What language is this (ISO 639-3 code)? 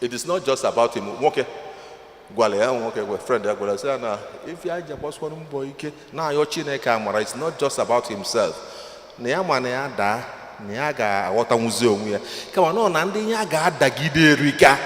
ibo